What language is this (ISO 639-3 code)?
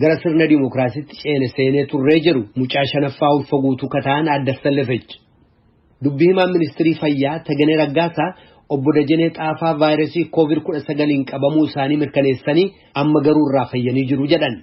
orm